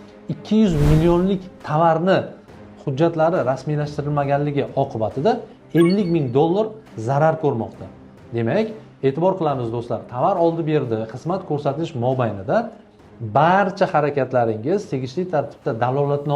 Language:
Uzbek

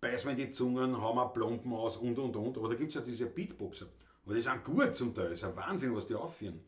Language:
Bavarian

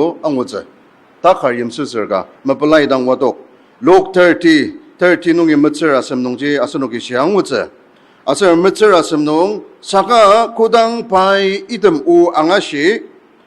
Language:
Ao Naga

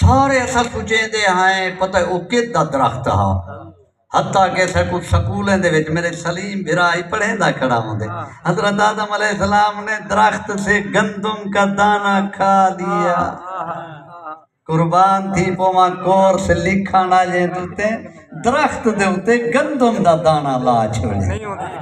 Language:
Saraiki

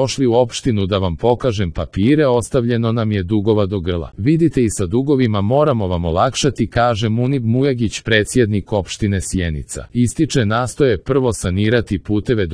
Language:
Serbian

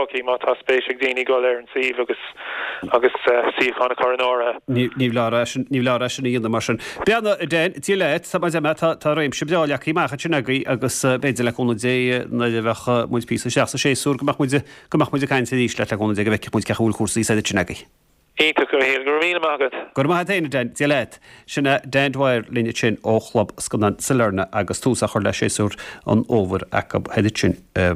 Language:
Irish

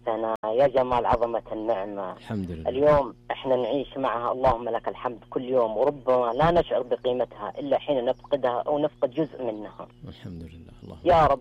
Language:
Najdi Arabic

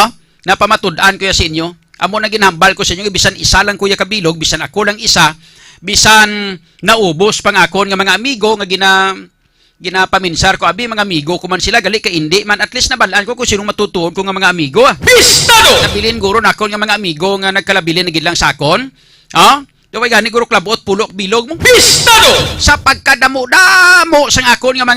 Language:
Hiligaynon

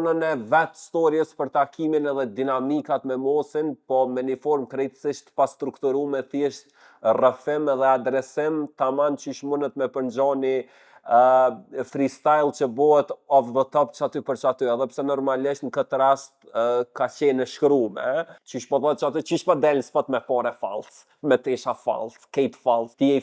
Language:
Albanian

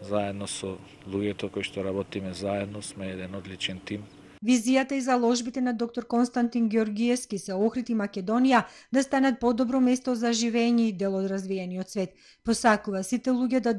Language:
Macedonian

